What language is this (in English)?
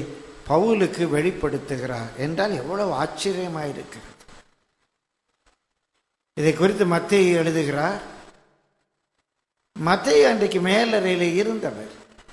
Tamil